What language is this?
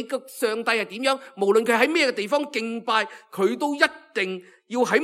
Cantonese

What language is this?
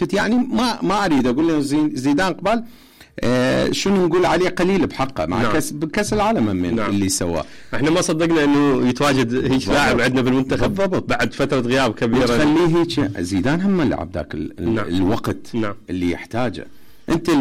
Mesopotamian Arabic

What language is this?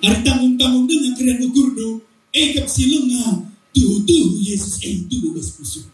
Batak Karo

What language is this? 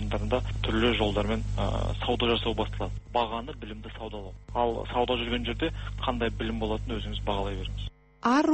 Kazakh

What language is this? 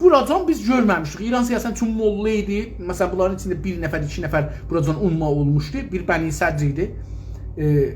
South Azerbaijani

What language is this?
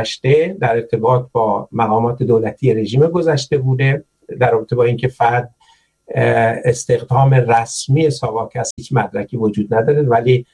Persian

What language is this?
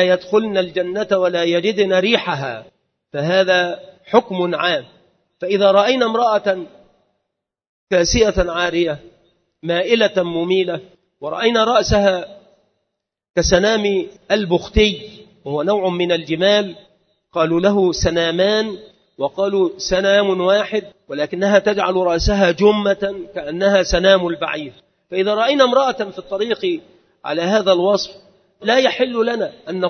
Arabic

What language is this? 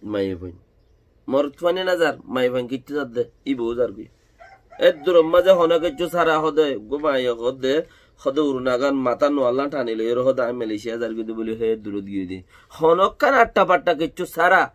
Rohingya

